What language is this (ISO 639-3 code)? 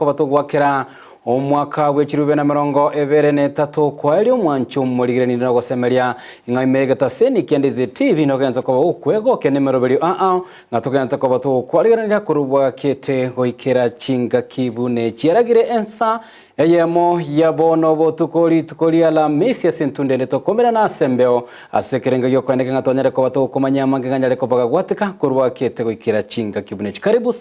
guz